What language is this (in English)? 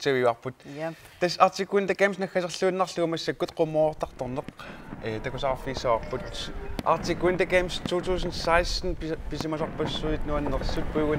Kalaallisut